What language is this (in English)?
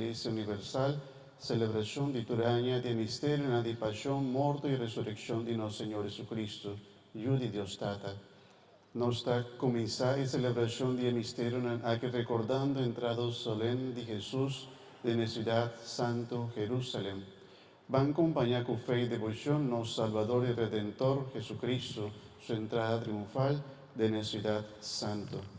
Papiamento